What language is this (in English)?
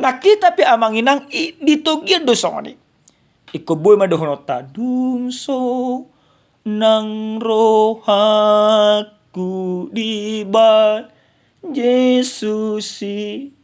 Batak Toba